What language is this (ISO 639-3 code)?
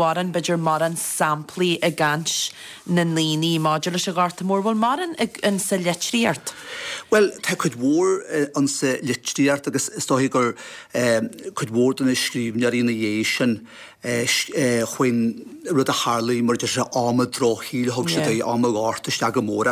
gle